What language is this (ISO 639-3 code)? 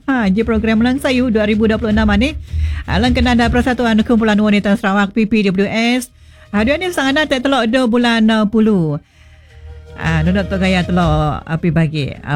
msa